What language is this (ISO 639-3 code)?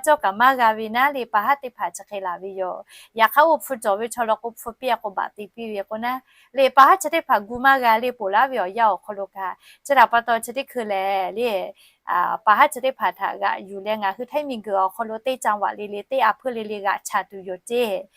lhu